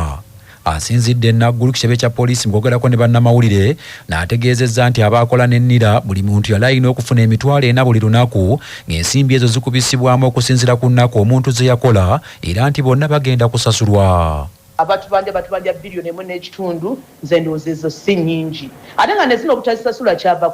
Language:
Ganda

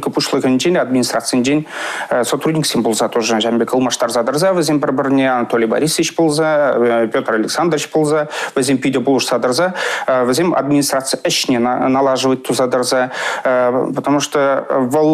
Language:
Chuvash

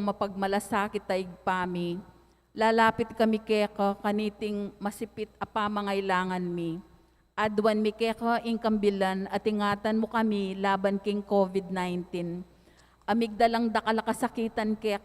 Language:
Pampanga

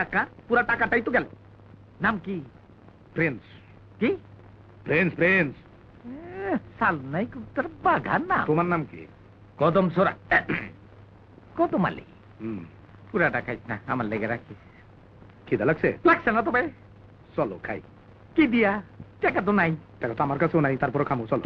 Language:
Bangla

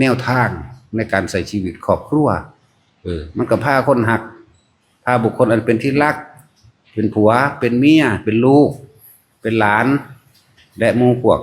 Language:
Northeastern Thai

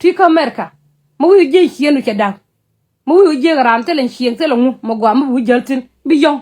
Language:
Nuer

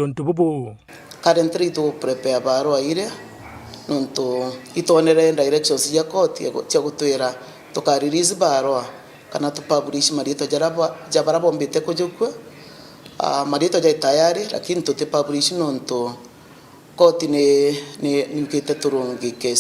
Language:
Meru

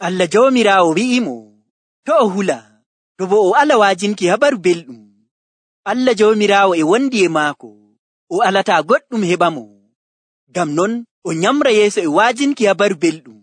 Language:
Nigerian Fulfulde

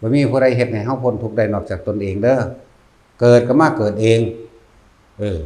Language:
Northeastern Thai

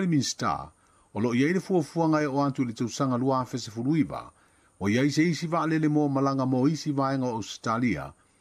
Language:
Samoan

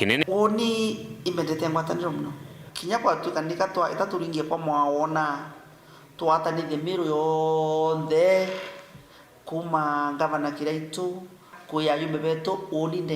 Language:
Meru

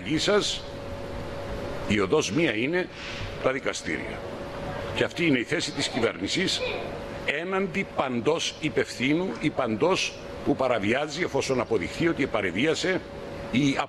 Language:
Greek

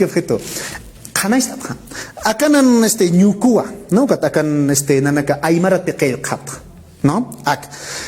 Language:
Aymara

